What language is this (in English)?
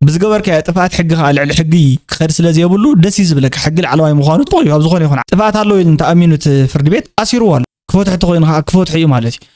Tigrinya